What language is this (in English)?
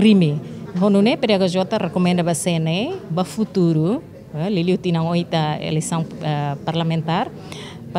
Tetum